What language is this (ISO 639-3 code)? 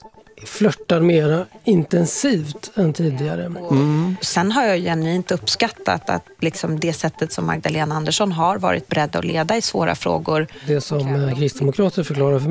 swe